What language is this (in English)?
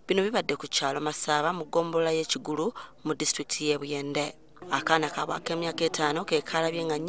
Ganda